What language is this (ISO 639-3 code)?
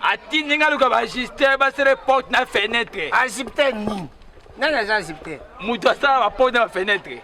lin